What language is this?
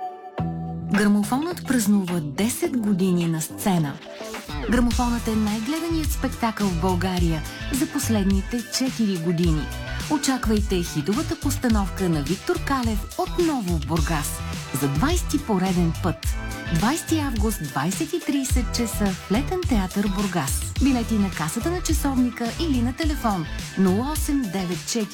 Bulgarian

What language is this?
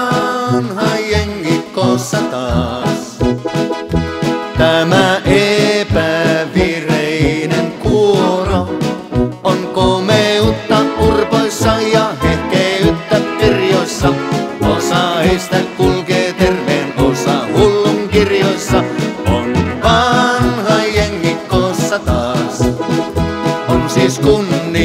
Finnish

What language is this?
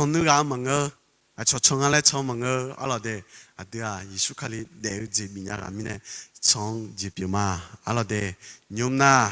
Akha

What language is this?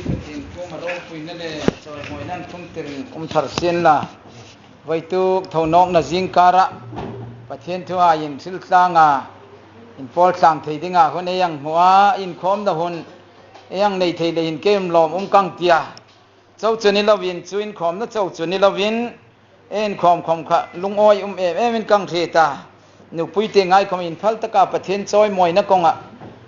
Hmar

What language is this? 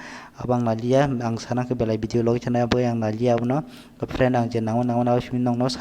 Kok Borok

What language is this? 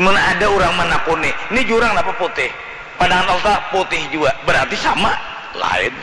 Banjar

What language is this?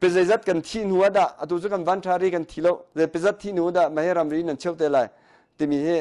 Hakha Chin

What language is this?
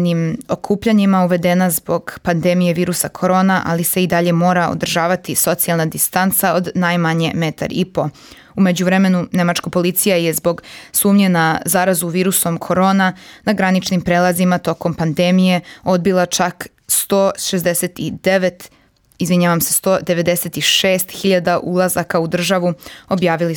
Serbian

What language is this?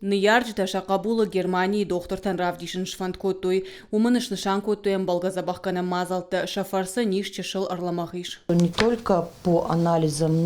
Ossetic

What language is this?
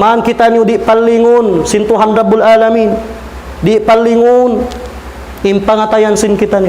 Tausug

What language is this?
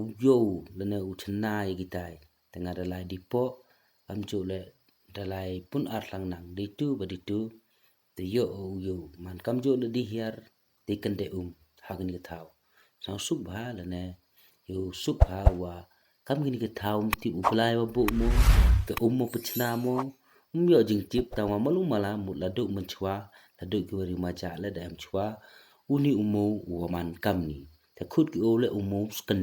Pnar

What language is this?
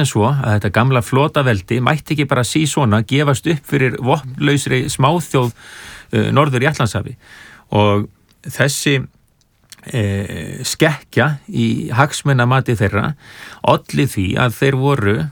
Icelandic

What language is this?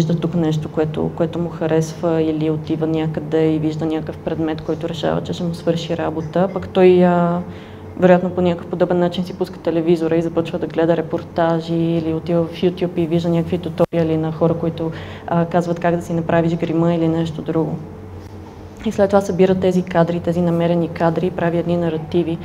Bulgarian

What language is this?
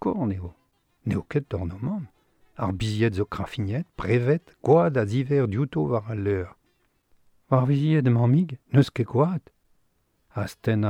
Breton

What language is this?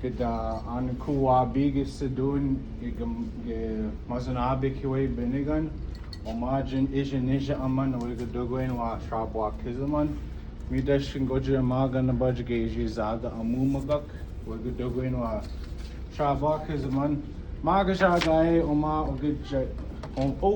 Chippewa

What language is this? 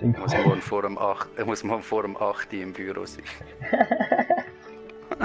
Swiss German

